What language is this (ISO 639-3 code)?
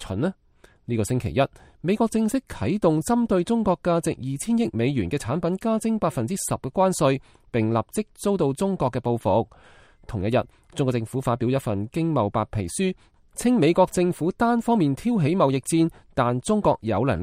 yue